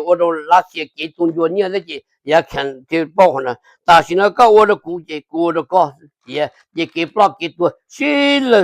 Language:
Hmong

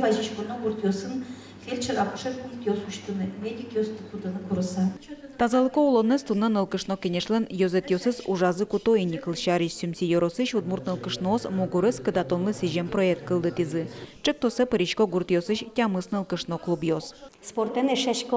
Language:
Udmurt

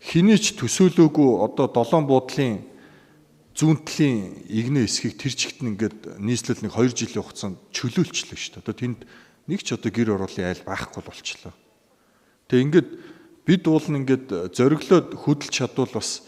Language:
Mongolian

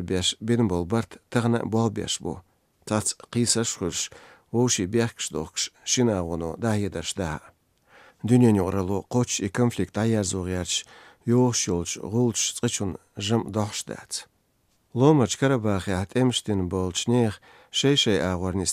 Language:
Chechen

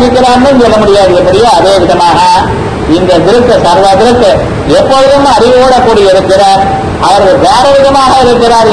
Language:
Tamil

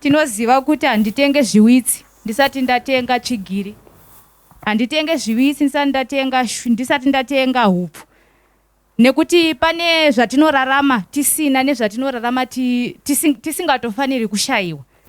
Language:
Shona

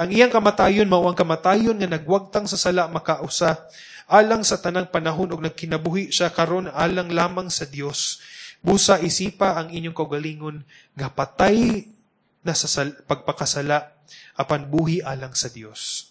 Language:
Cebuano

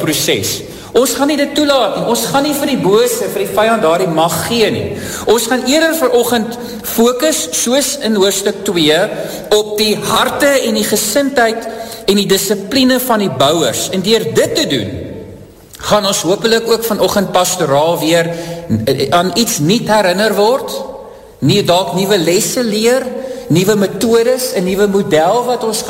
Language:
Afrikaans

